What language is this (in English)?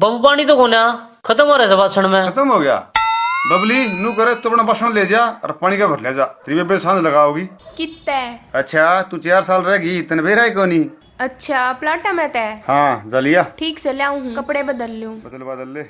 Haryanvi